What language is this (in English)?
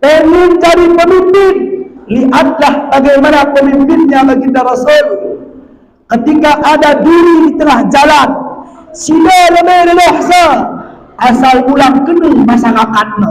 Batak Alas-Kluet